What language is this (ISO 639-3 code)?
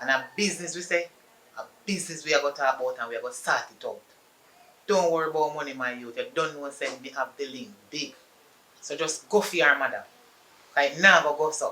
jam